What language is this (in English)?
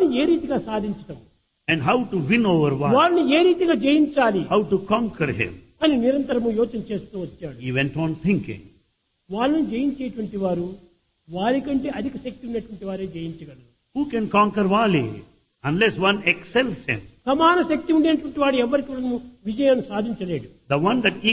Telugu